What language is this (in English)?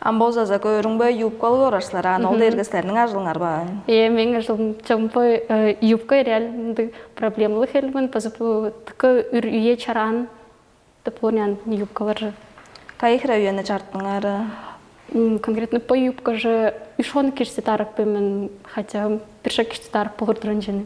Tuvinian